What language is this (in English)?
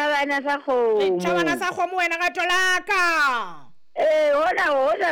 Southern Sotho